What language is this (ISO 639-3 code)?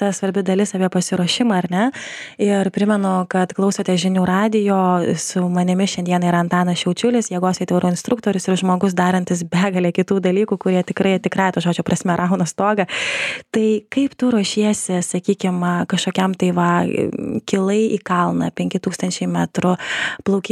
lit